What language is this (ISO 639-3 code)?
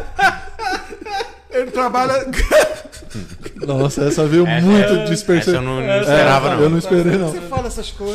por